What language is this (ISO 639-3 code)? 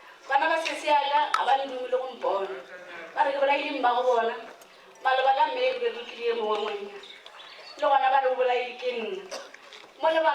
nso